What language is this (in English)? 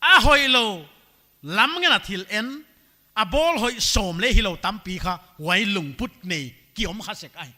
Paite Chin